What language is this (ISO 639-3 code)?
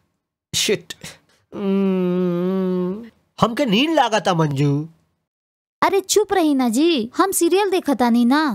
bho